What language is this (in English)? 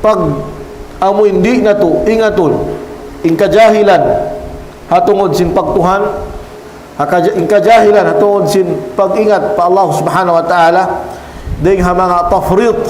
Tausug